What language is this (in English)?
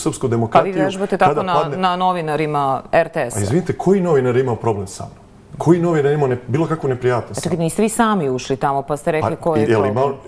Serbian